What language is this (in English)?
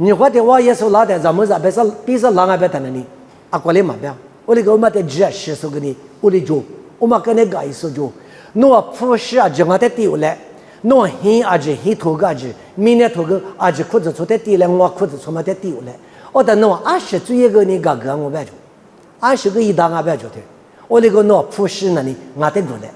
Lisu